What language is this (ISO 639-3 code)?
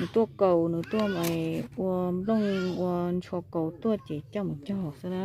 hmn